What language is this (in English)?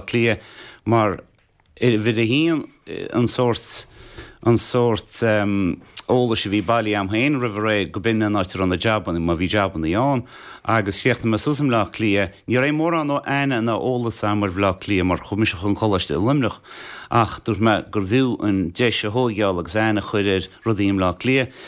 Irish